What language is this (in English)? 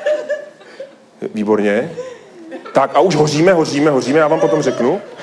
Czech